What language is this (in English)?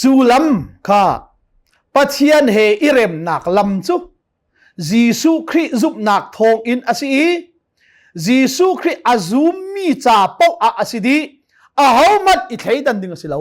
Hakha Chin